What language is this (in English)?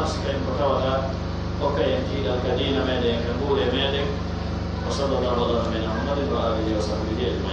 Pular